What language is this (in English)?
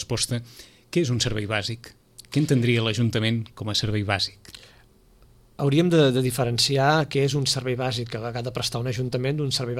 Catalan